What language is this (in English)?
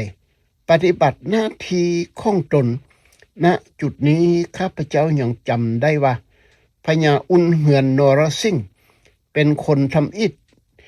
Lao